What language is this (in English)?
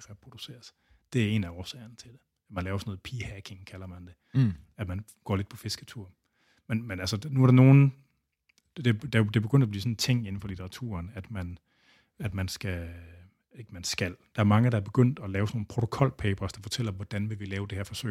Danish